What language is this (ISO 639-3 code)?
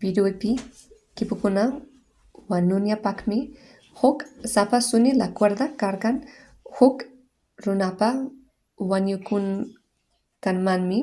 que